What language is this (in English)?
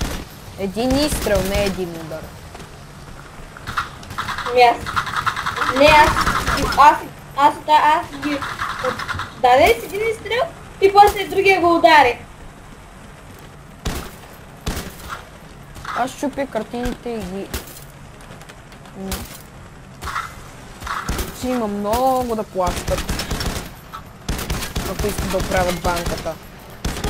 Bulgarian